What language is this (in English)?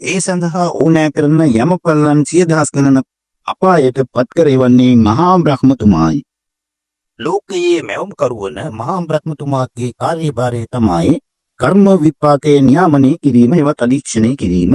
Sinhala